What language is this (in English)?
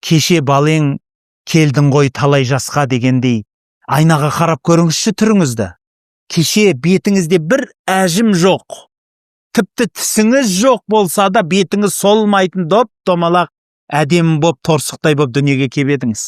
Kazakh